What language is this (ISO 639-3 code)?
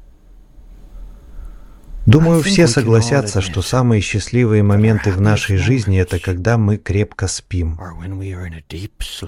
rus